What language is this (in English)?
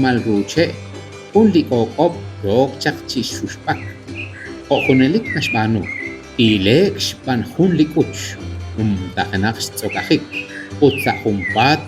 Kekchí